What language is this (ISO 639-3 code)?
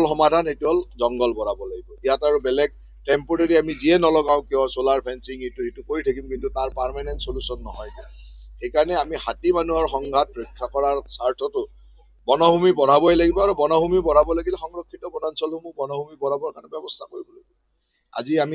asm